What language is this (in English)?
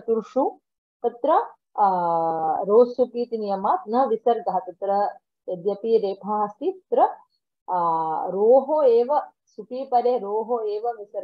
Sanskrit